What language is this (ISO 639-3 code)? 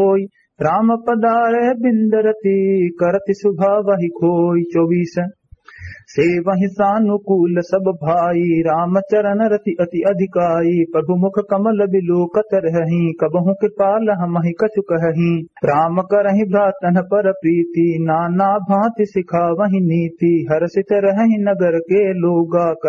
awa